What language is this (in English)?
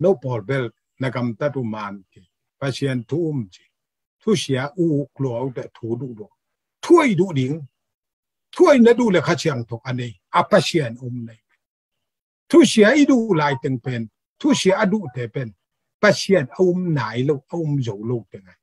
Tedim Chin